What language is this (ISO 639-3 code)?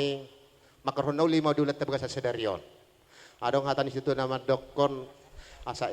bbc